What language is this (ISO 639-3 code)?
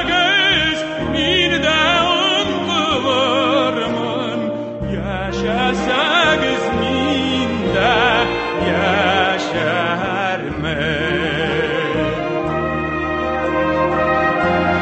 tat